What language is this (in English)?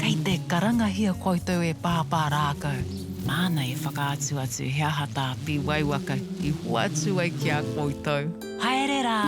Māori